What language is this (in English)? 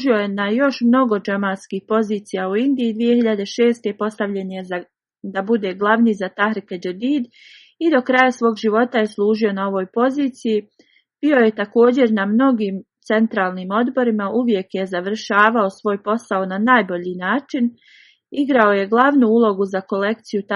Bosnian